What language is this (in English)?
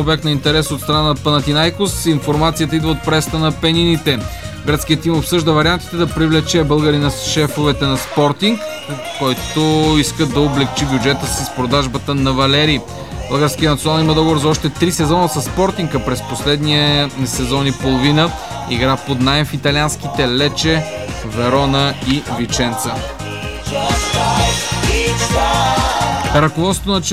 Bulgarian